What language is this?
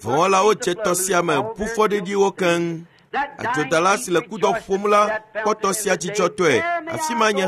Ewe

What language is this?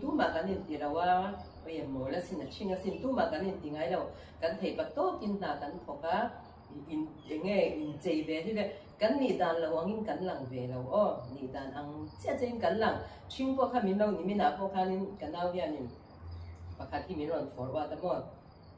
Mizo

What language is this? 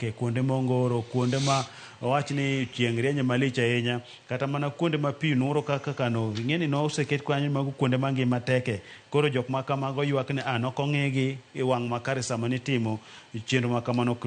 Luo (Kenya and Tanzania)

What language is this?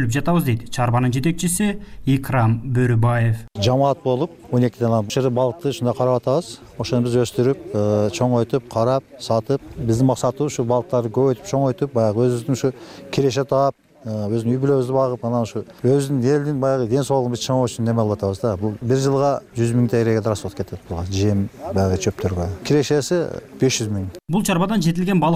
Kyrgyz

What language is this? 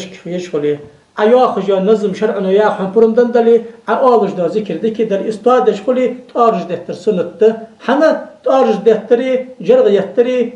Ingush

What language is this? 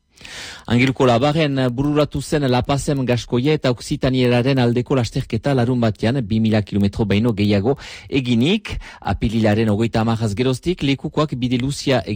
Basque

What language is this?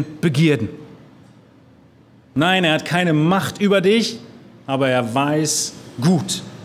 German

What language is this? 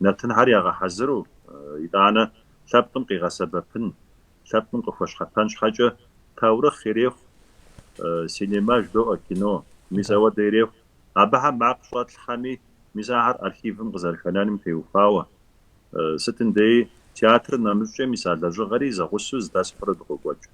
Kabardian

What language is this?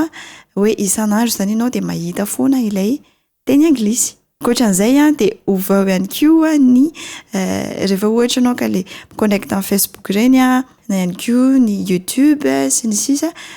Malagasy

